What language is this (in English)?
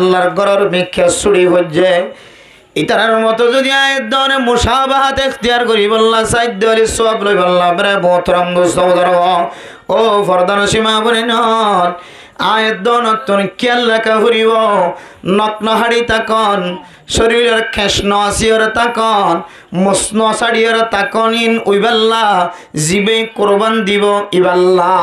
Rohingya